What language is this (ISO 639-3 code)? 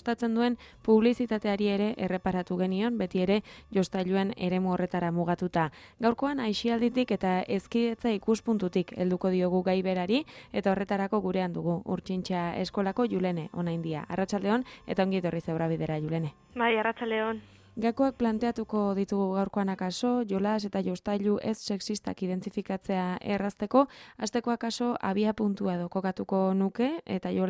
eus